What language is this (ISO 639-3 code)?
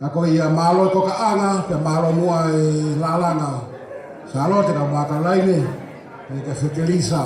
ton